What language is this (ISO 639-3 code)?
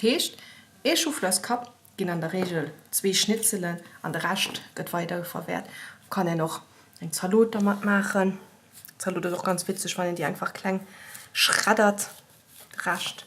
ltz